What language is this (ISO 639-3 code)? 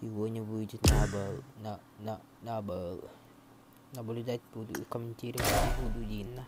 sah